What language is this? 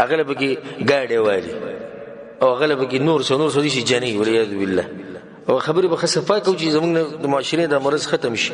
Pashto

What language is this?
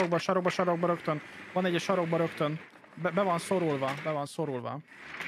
Hungarian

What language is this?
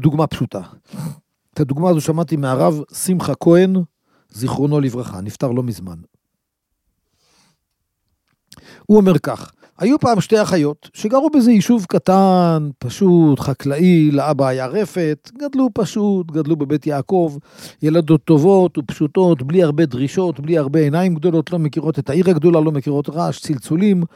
Hebrew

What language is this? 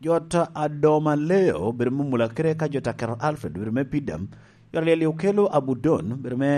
Lango (Uganda)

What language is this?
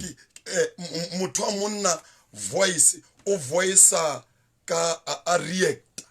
Southern Sotho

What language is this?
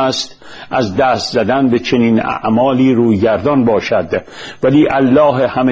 Persian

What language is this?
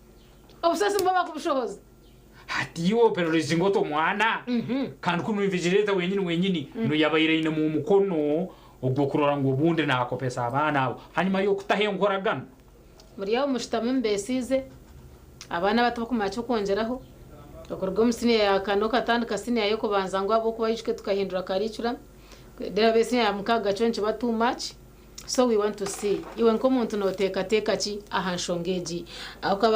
Nyankole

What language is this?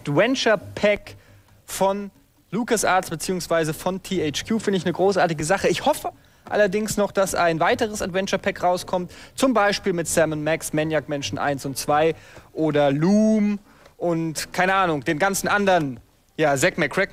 German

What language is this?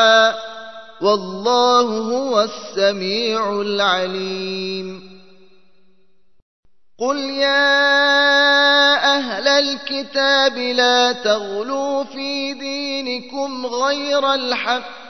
Arabic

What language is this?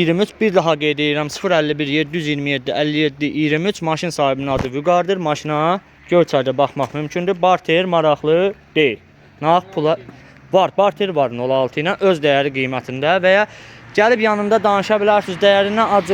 Azerbaijani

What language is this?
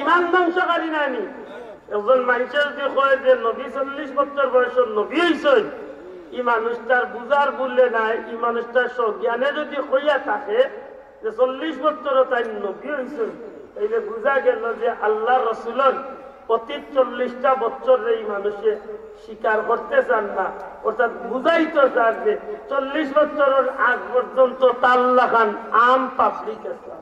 Sylheti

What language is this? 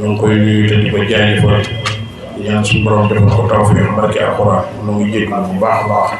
Wolof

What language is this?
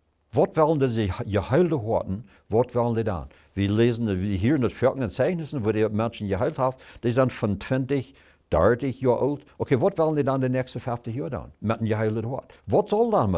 Plautdietsch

